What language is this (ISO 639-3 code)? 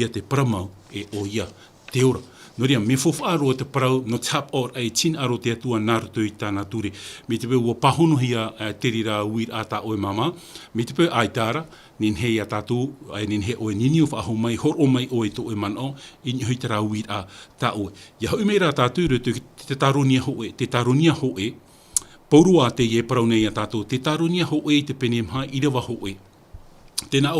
tah